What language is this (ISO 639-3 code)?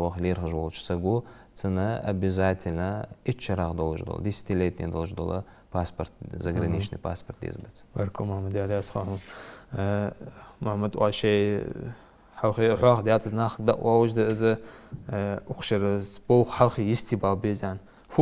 inh